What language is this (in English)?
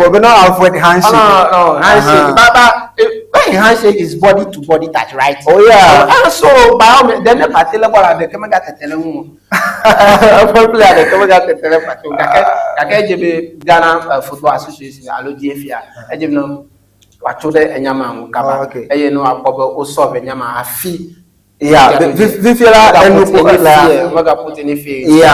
Ewe